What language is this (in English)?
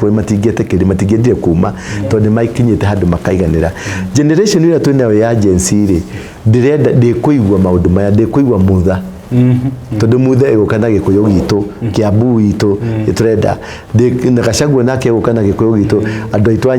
Kikuyu